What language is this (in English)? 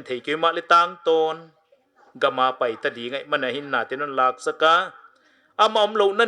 Paite Chin